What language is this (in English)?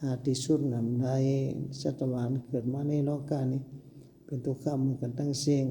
Shan